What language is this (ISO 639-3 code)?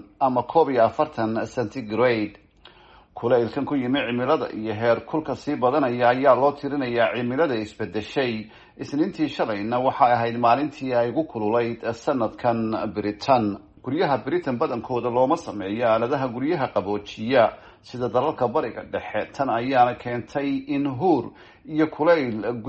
som